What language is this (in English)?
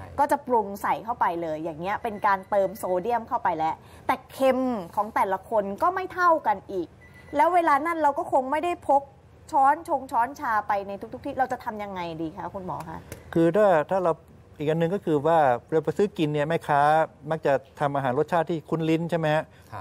Thai